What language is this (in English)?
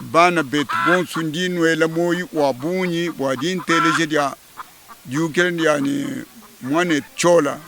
Luba-Lulua